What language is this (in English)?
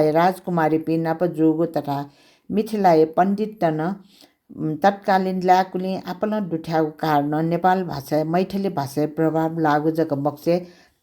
Newari